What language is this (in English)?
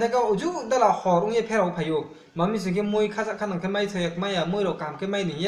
Riang (India)